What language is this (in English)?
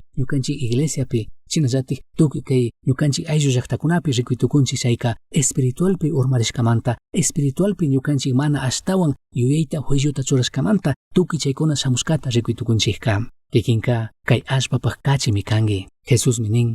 Chimborazo Highland Quichua